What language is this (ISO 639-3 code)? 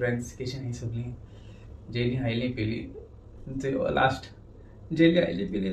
kok